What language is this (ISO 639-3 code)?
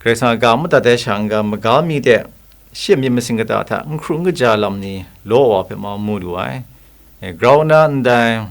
kac